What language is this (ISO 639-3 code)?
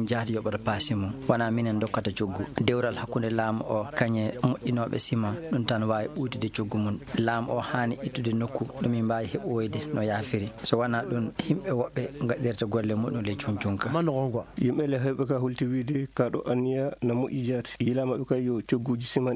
ful